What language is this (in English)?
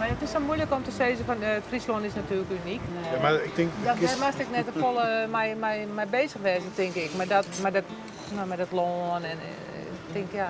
Western Frisian